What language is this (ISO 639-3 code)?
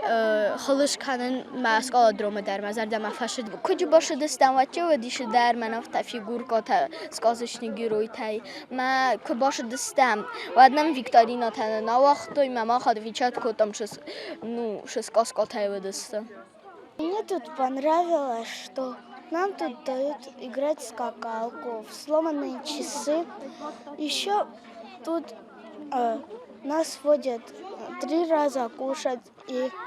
oss